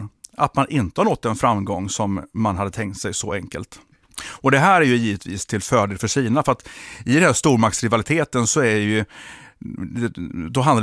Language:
Swedish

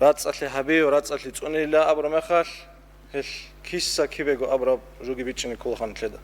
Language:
Avaric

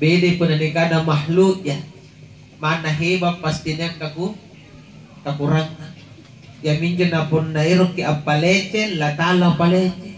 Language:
Makasar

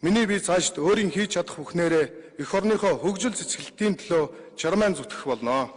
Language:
Mongolian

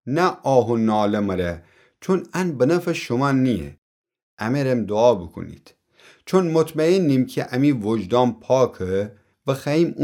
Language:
Gilaki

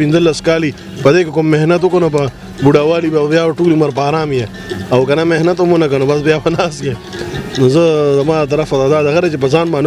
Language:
Pashto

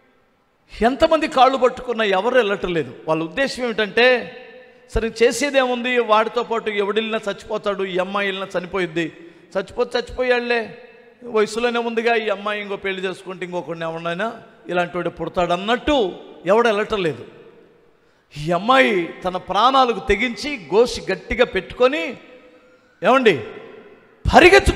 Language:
Telugu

